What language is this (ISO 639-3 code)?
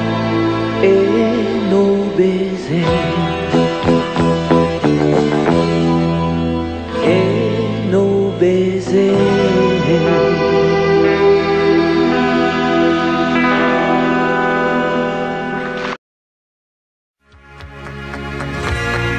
fra